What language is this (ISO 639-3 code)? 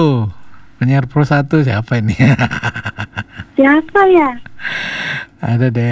ind